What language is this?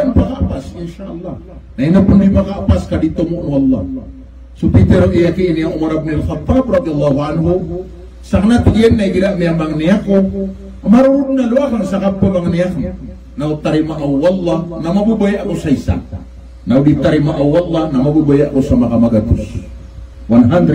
Maranao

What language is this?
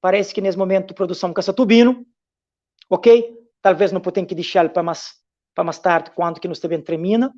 Kabuverdianu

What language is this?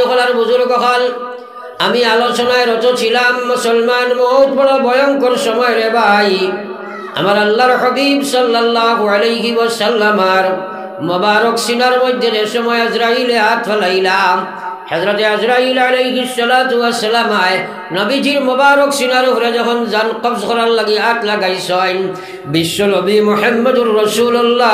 Sylheti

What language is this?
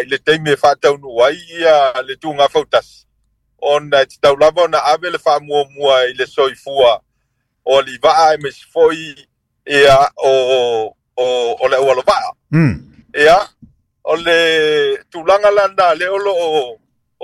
Samoan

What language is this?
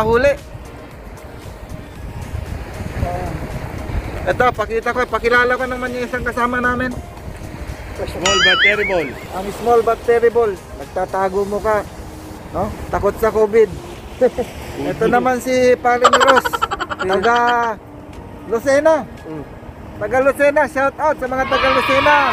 Filipino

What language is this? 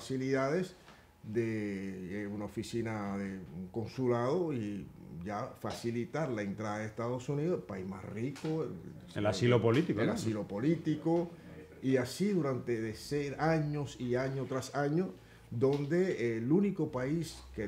Spanish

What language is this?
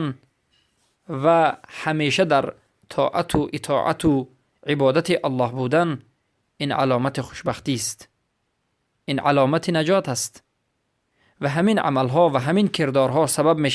Persian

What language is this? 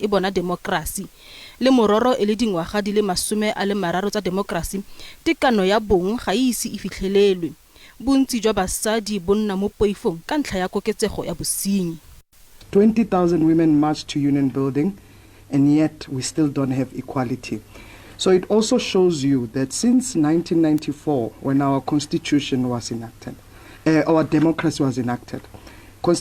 Tswana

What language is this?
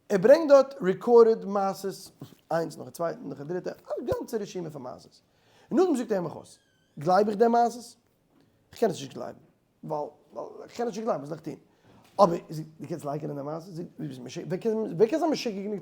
Yiddish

